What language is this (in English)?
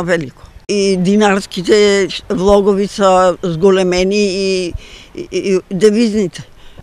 Macedonian